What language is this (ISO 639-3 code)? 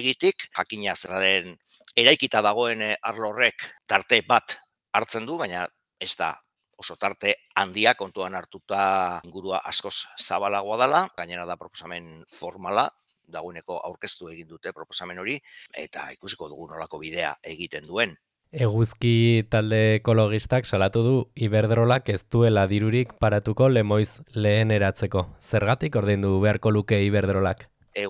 eus